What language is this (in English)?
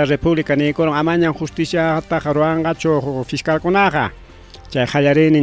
Ayacucho Quechua